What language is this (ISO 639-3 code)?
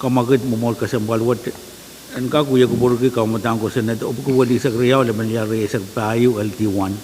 pon